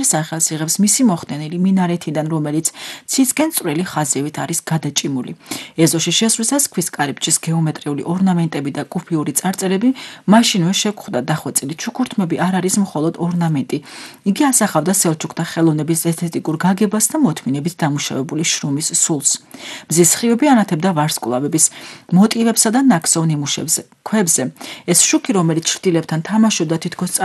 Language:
Georgian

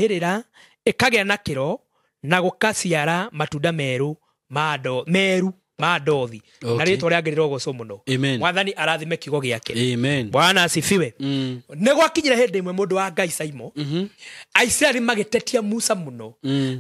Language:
Kikuyu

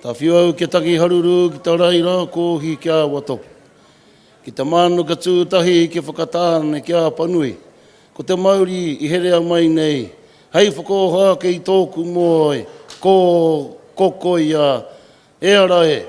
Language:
Māori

